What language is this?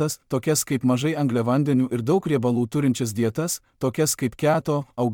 Lithuanian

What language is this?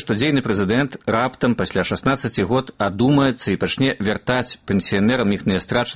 Belarusian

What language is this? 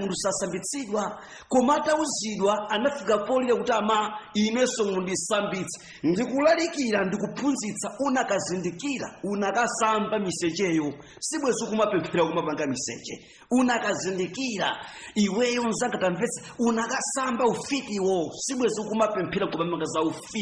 Nyanja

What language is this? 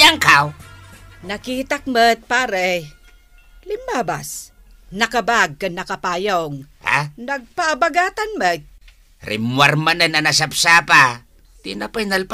Iloko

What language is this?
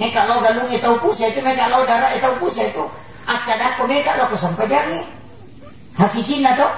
Buginese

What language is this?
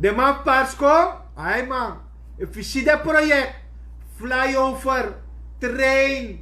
Sranan Tongo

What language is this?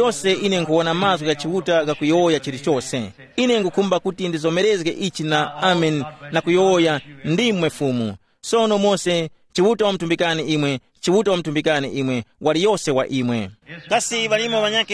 Tumbuka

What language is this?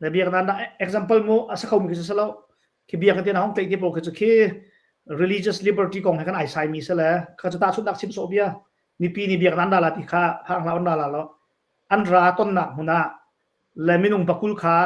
Hakha Chin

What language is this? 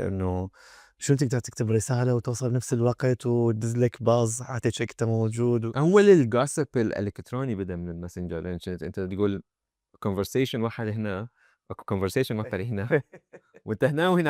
Mesopotamian Arabic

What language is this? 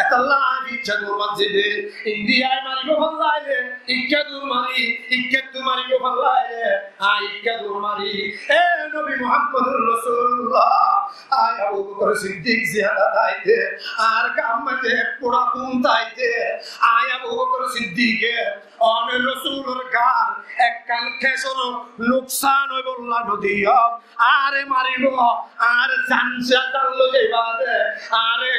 Rohingya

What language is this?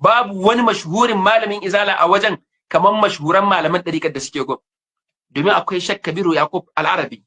Hausa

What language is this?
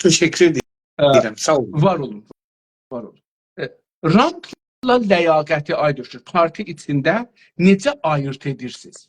South Azerbaijani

